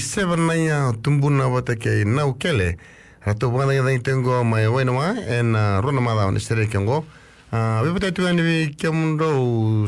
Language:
Fijian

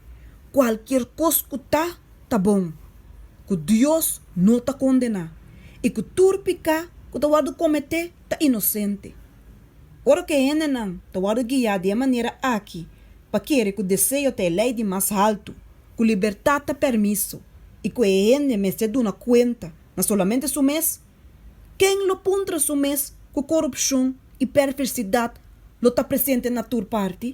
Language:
Papiamento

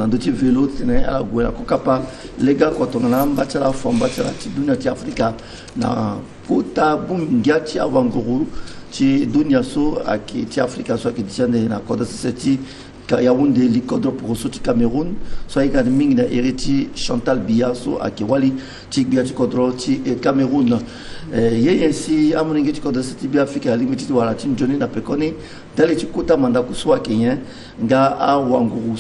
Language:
Sango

